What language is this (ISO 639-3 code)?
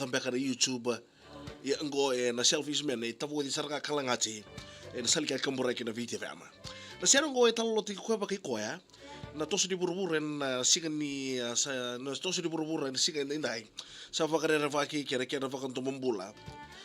fij